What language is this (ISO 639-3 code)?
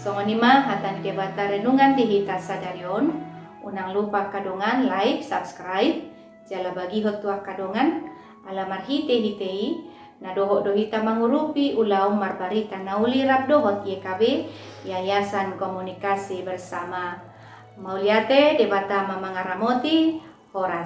bbc